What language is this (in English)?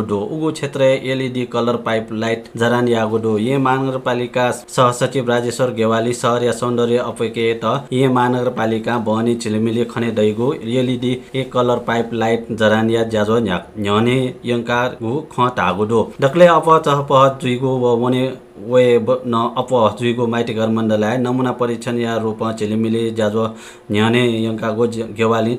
Newari